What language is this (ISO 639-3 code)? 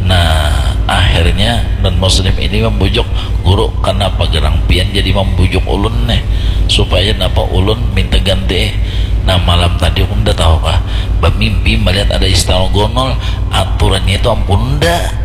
bjn